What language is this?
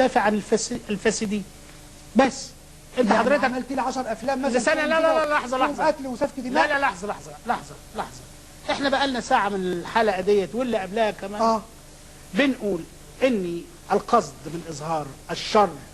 Egyptian Arabic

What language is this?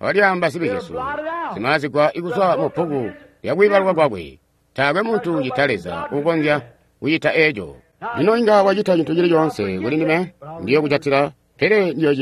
Tonga (Zambia)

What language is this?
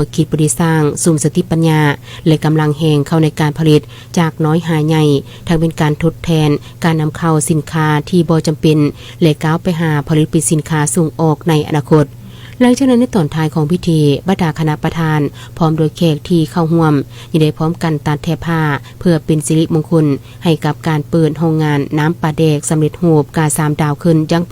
Lao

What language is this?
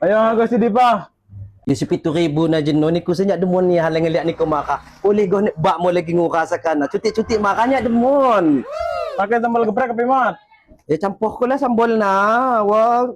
Lampung Api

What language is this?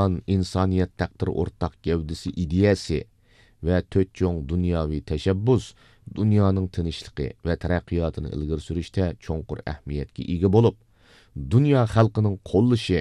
Uyghur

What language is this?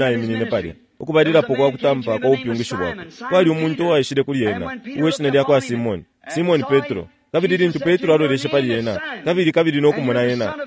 Bemba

